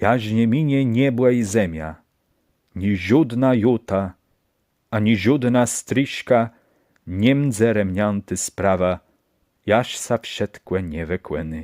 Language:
Kashubian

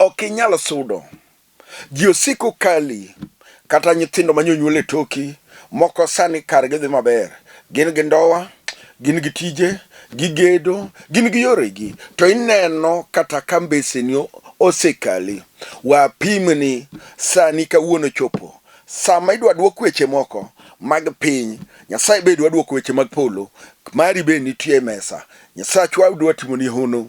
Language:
Luo (Kenya and Tanzania)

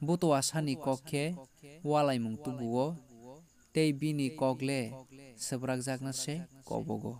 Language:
Kok Borok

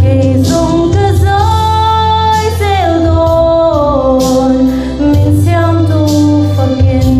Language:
Hmar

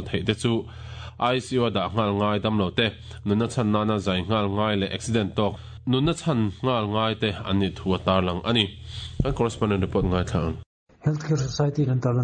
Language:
Mizo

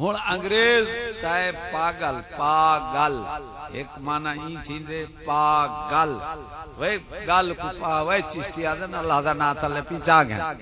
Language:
Saraiki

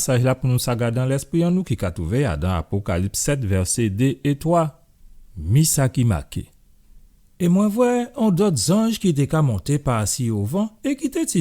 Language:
Guadeloupean Creole French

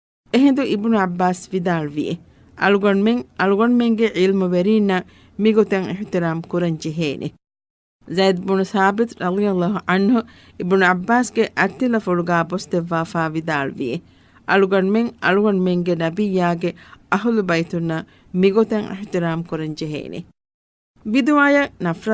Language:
Divehi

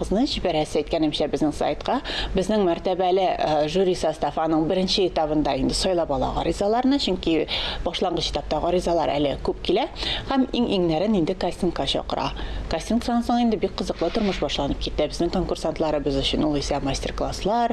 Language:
Tatar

